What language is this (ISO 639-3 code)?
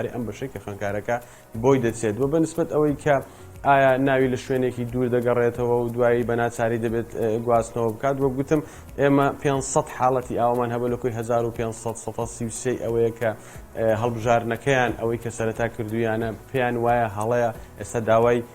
ckb